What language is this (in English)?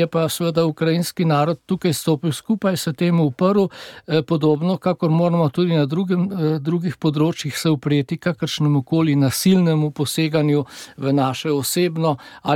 Slovenian